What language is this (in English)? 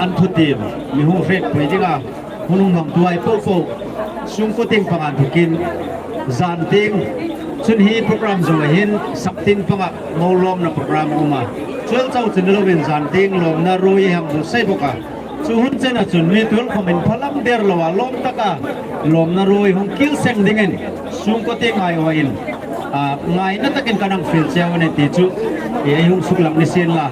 Hmar